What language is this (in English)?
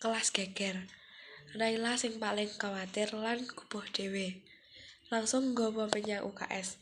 Javanese